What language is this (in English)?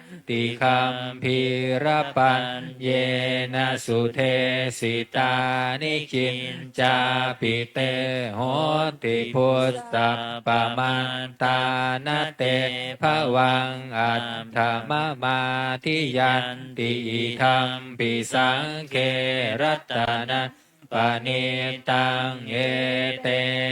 Pali